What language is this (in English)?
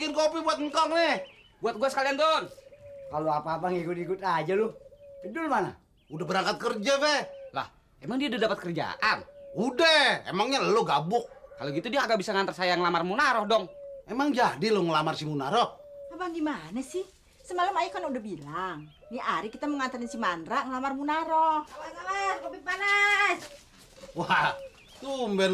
Betawi